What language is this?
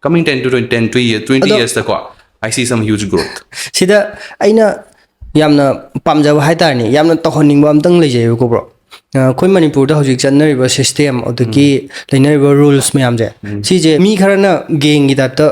Manipuri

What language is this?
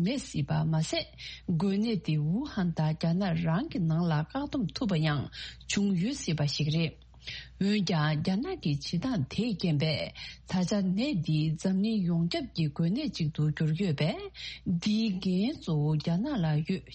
Tibetan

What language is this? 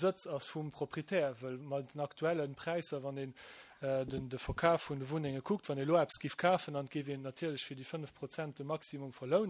Luxembourgish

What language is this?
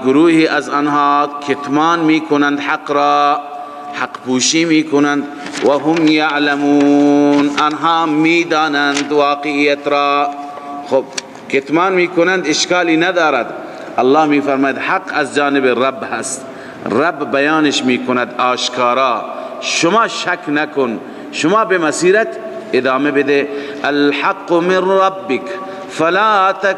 Persian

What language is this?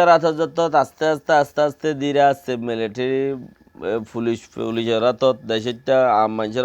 Rohingya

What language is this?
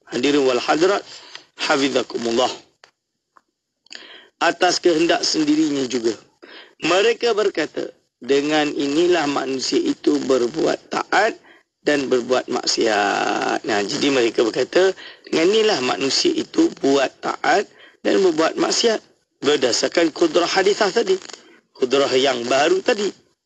Malay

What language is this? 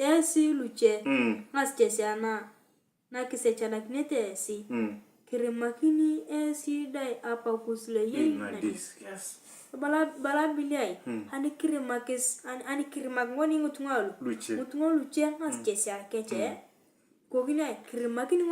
Turkana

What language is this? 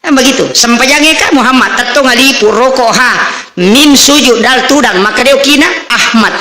Buginese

